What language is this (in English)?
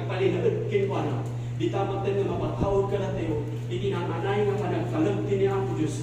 Iloko